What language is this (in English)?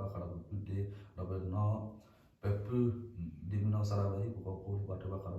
S'gaw Karen